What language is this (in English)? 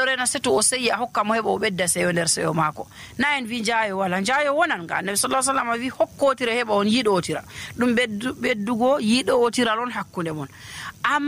Nigerian Fulfulde